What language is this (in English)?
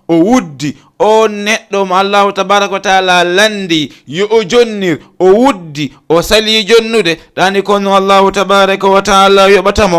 Fula